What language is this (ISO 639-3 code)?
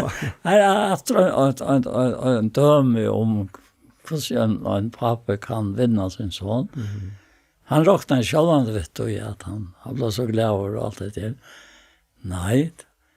fao